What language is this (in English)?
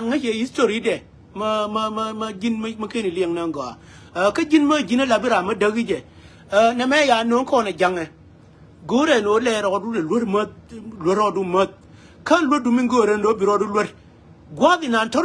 Nuer